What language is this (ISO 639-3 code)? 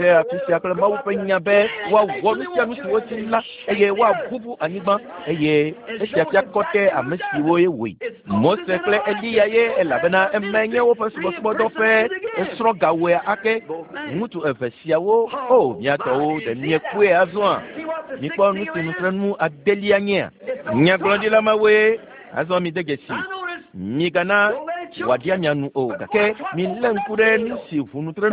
ewe